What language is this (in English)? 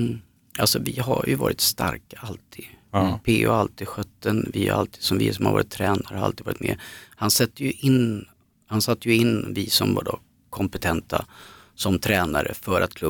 Swedish